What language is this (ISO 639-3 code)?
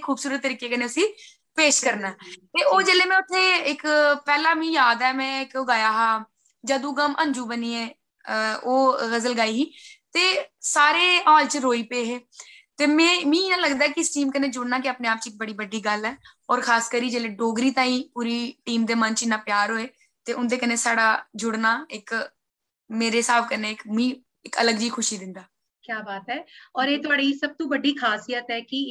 doi